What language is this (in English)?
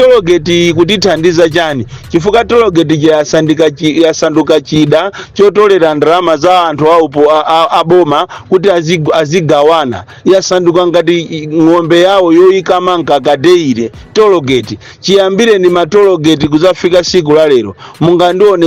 Nyanja